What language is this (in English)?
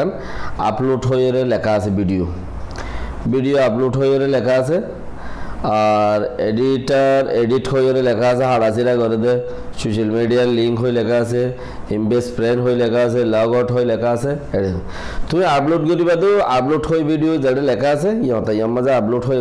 Rohingya